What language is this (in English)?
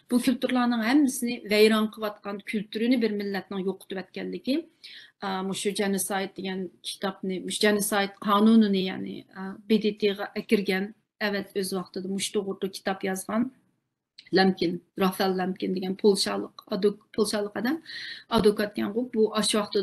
Uyghur